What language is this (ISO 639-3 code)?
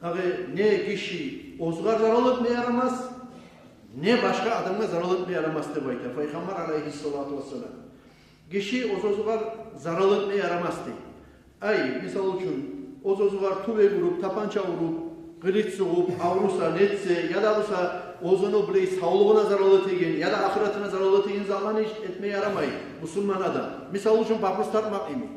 kum